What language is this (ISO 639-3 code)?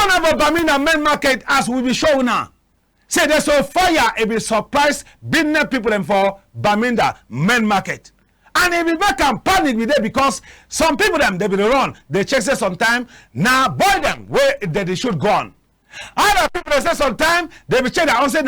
wes